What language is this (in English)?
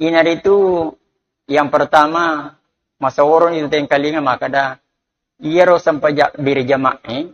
Buginese